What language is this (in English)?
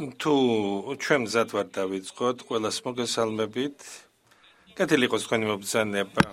Georgian